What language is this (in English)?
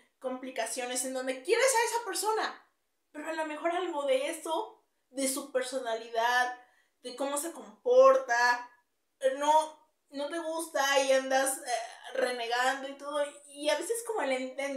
Spanish